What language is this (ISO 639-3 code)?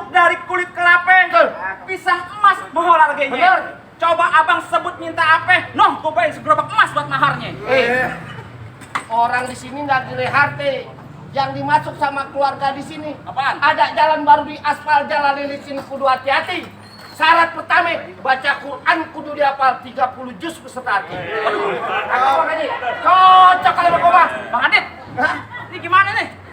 bew